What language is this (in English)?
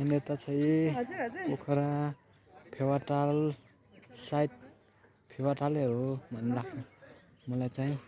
Nepali